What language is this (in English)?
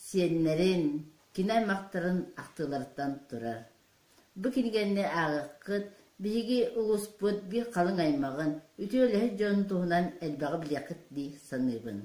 Yakut